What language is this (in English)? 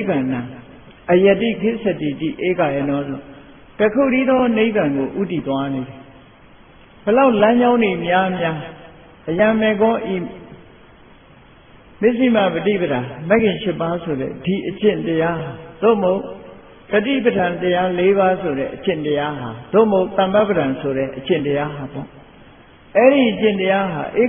Burmese